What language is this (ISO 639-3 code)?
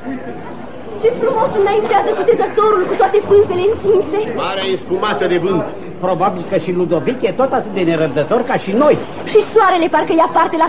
ron